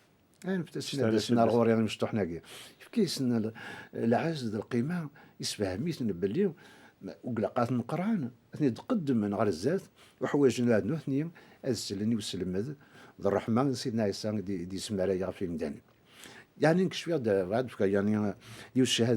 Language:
Kabyle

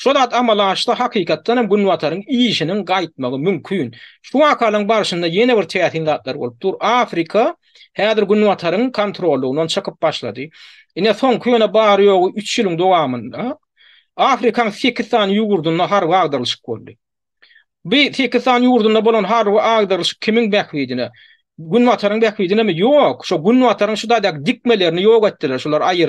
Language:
Turkmen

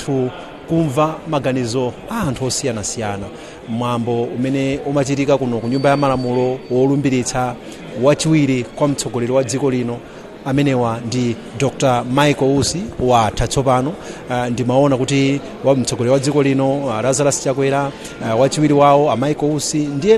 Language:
Nyanja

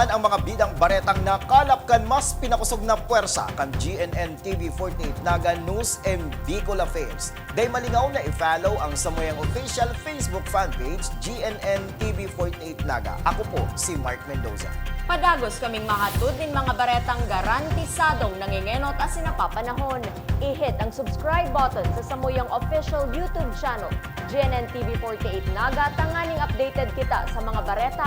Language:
Bikol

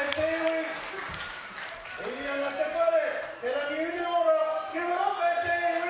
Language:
Māori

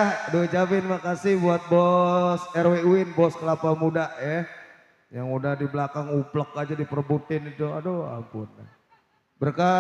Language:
Betawi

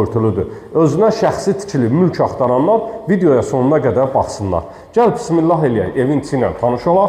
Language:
Azerbaijani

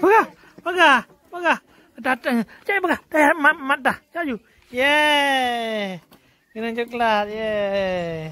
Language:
Achinese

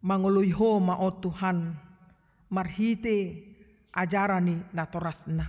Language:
Batak Toba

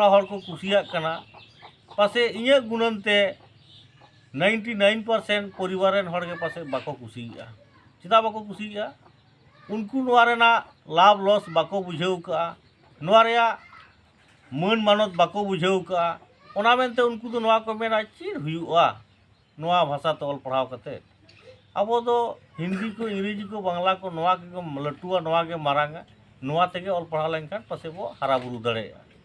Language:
Santali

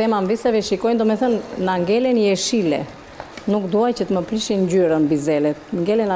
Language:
Albanian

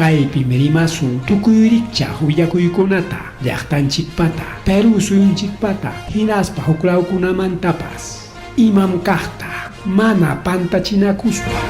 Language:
Ayacucho Quechua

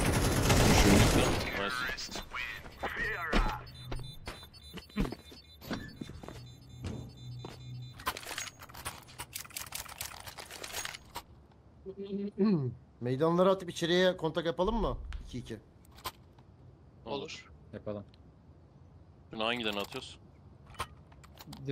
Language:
Turkish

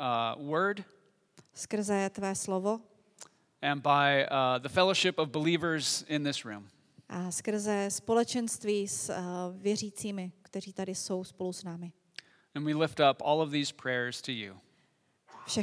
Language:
Czech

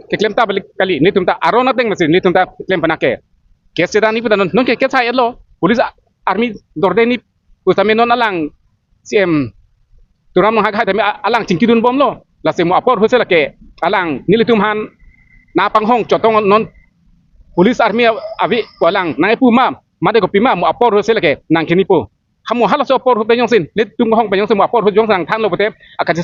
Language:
Karbi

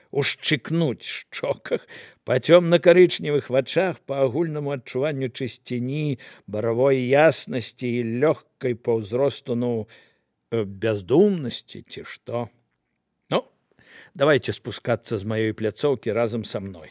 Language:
Belarusian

